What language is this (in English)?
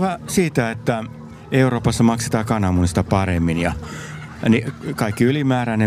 Finnish